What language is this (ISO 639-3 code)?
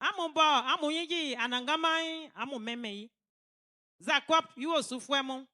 bci